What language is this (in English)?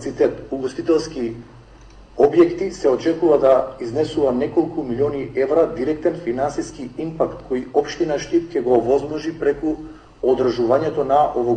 Macedonian